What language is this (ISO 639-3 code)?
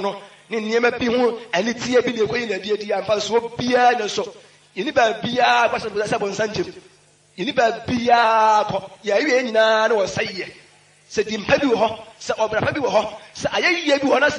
aka